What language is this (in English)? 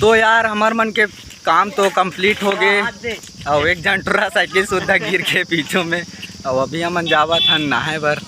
Chhattisgarhi